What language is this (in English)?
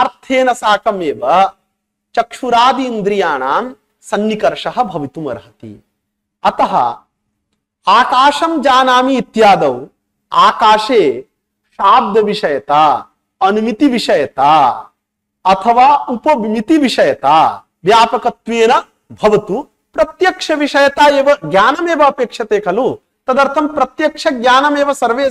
Sanskrit